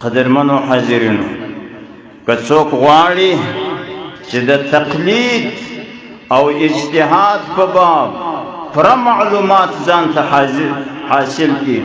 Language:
Pashto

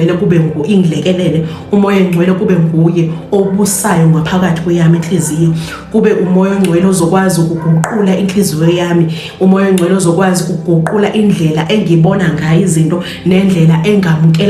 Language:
Zulu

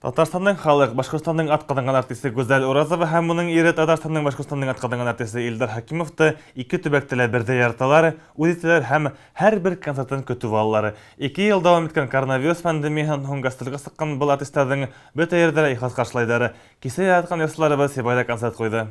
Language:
Bashkir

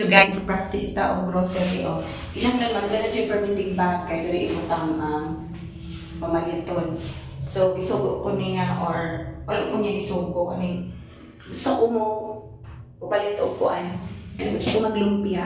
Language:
Cebuano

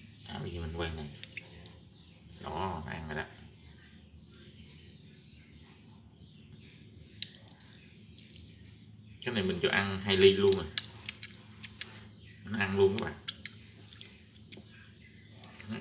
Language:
Vietnamese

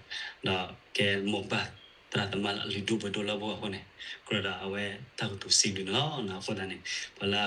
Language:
S'gaw Karen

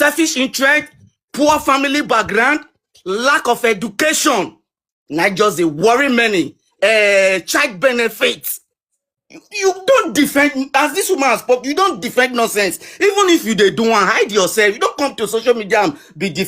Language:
Nigerian Pidgin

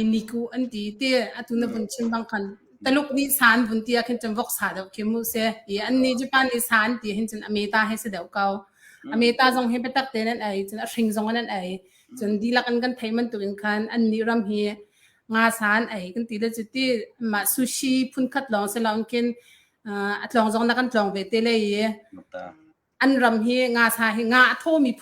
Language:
Hakha Chin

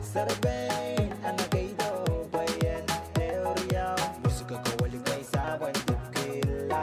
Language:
Pohnpeian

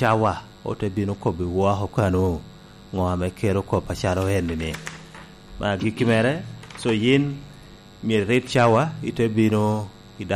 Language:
Lango (Uganda)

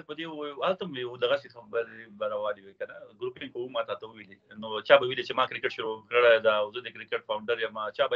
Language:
Pashto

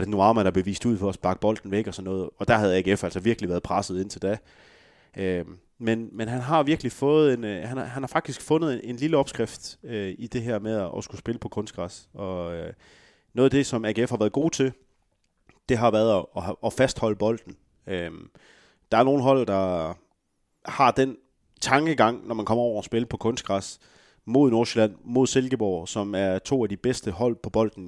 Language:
Danish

